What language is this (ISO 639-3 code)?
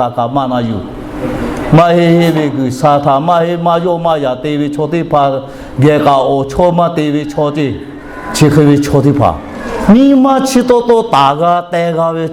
lhu